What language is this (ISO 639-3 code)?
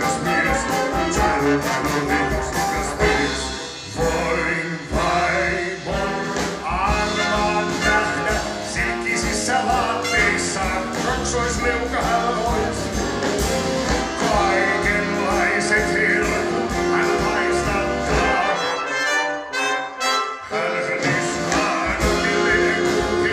fin